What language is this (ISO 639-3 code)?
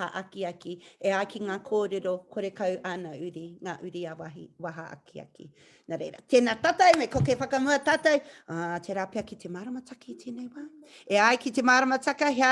mri